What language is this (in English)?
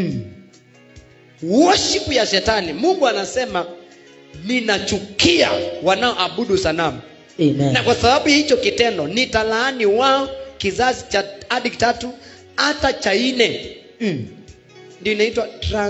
Swahili